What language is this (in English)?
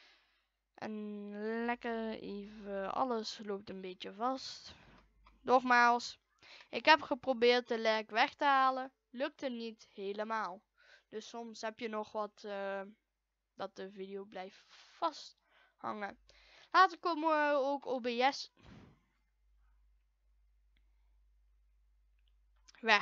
Dutch